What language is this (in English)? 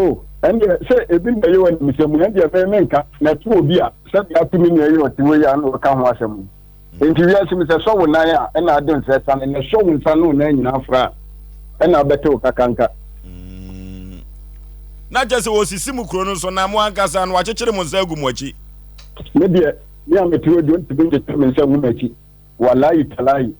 Akan